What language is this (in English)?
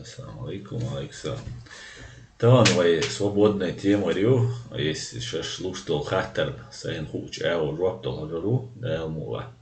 Chechen